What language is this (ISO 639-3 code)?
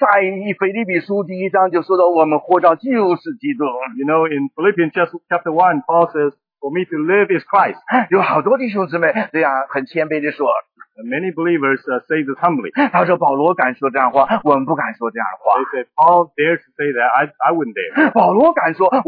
zho